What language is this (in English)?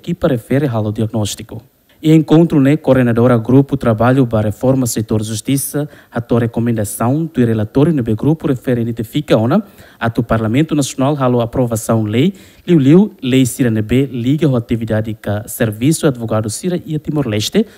Tetum